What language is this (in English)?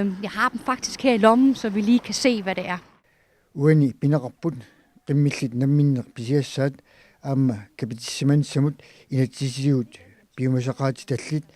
Kalaallisut